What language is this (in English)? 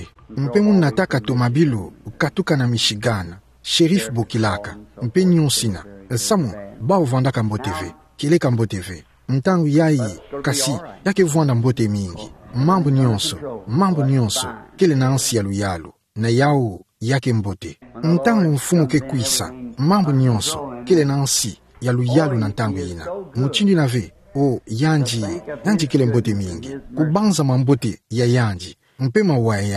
Kituba (Democratic Republic of Congo)